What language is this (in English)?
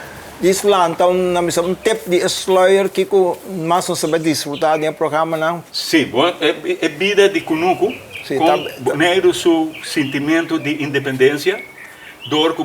Papiamento